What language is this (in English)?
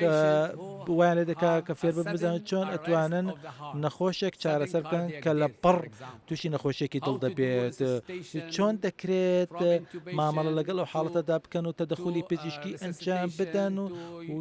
Central Kurdish